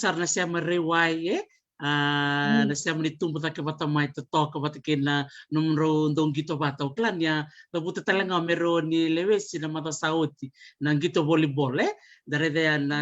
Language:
Fijian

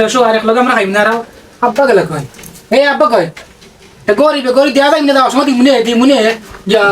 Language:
Sylheti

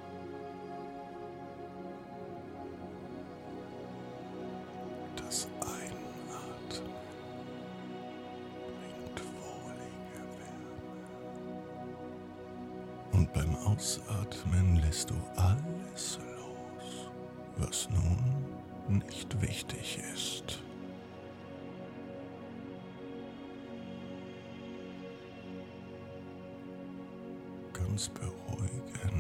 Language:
German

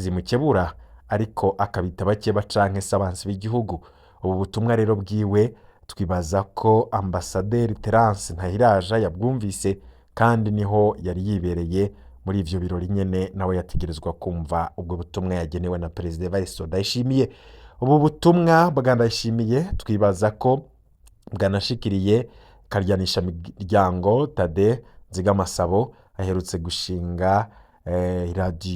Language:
Rundi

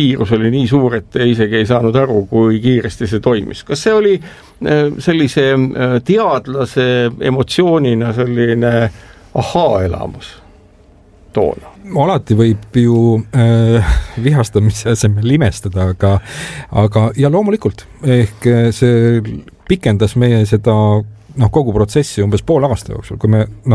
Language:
Estonian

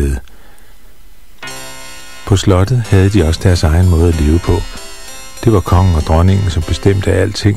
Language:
Danish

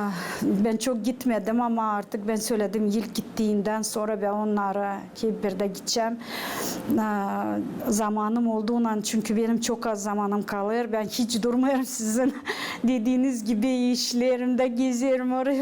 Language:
Gagauz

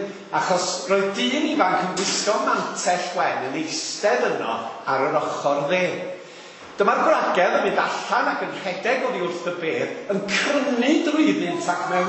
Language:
Welsh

